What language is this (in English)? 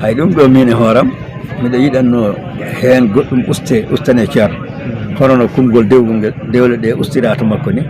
Fula